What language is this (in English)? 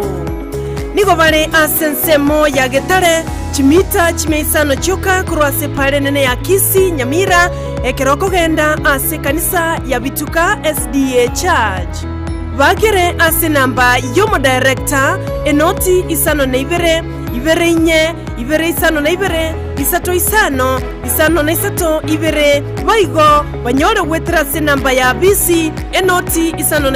Gusii